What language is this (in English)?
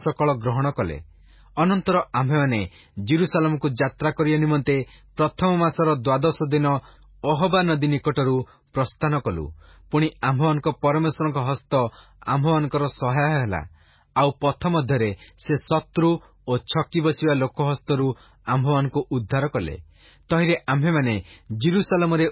Odia